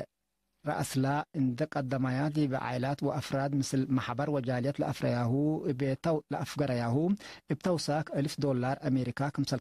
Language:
Tigre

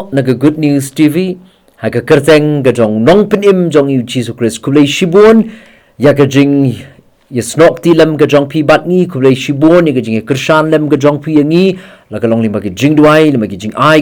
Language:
Khasi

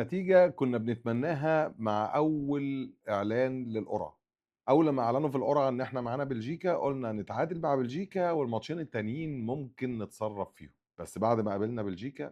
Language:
Egyptian Arabic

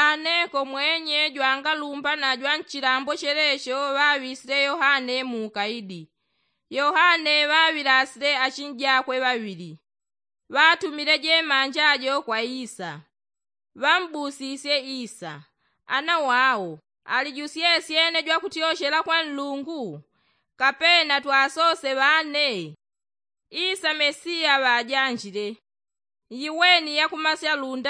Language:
Yao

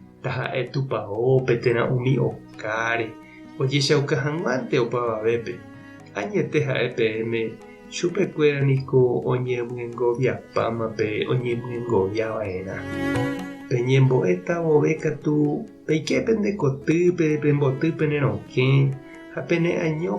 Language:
Guarani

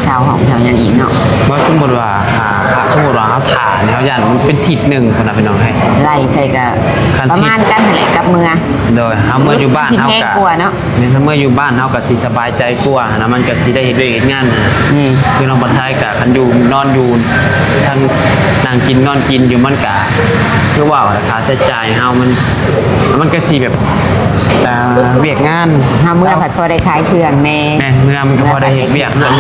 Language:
Northeastern Thai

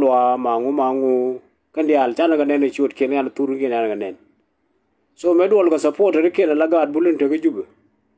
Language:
Nuer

